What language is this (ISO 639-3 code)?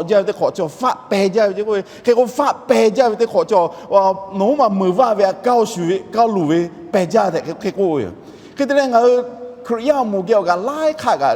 lhu